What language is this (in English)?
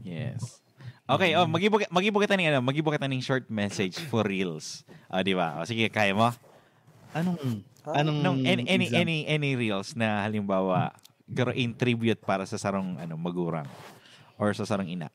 Bikol